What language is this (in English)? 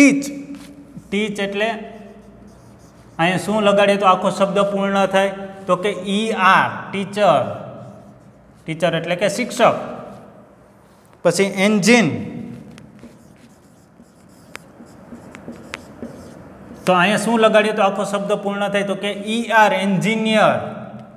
Gujarati